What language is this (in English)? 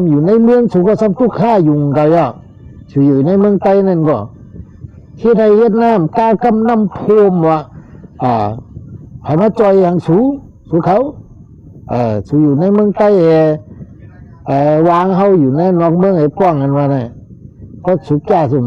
Shan